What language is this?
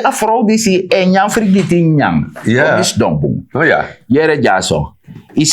Sranan Tongo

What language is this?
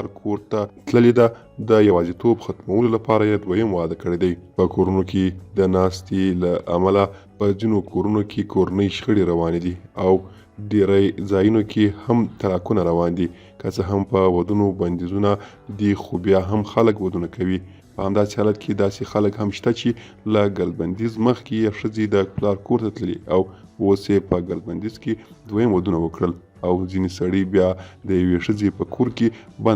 Pashto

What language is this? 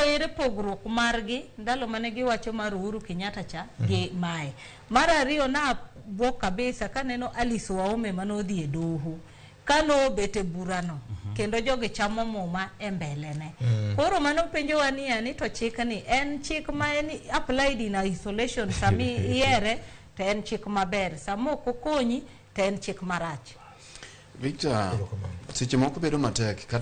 Luo (Kenya and Tanzania)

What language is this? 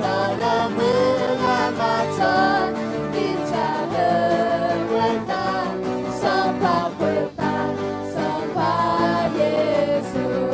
Akha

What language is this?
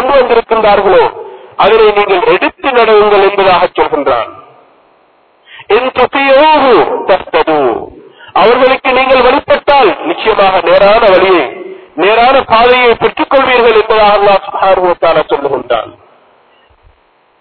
Tamil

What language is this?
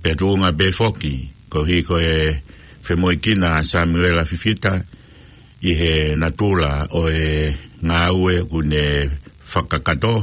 Tongan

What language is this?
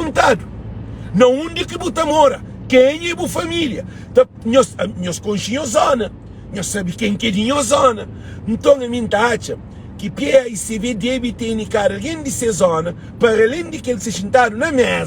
Kabuverdianu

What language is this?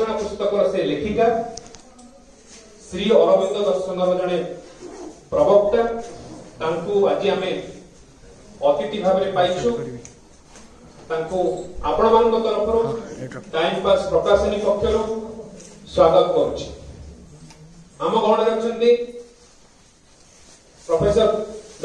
Odia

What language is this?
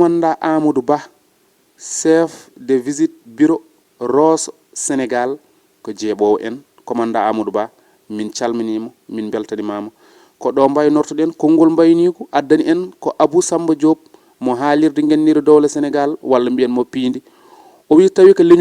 Fula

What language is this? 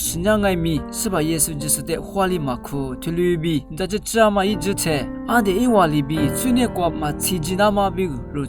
Lisu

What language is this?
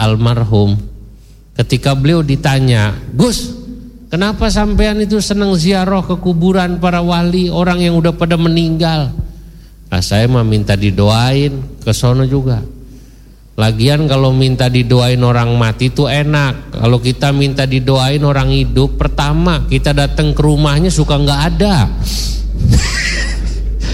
Indonesian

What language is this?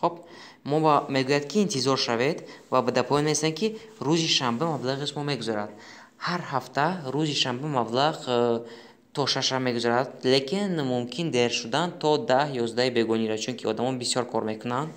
Tajik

